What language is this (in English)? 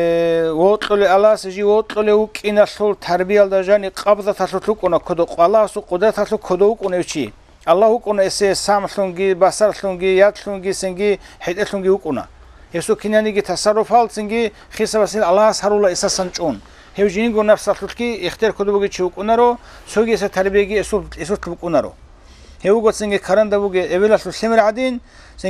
Avaric